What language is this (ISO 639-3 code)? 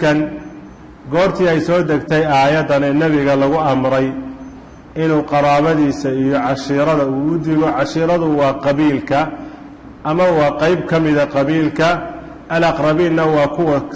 som